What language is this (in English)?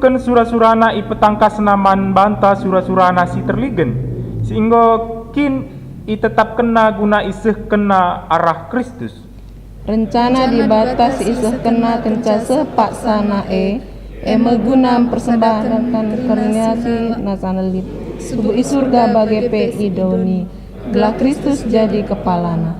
Batak Karo